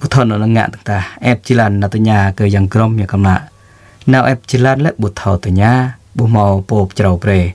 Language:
Jarai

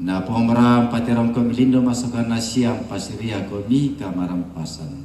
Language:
Toraja-Sa'dan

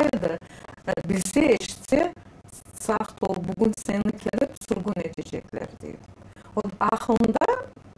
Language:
Crimean Tatar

